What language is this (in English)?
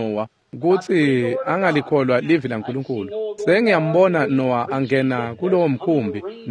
Swati